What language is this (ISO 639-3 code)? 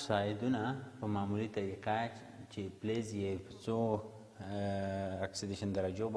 pus